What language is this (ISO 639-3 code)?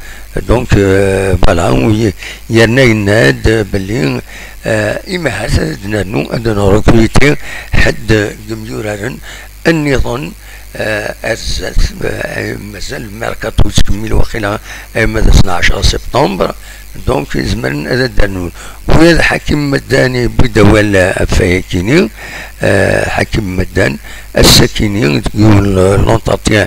kab